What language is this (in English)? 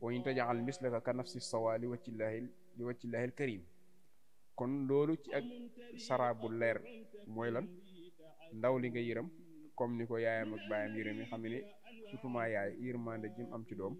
Wolof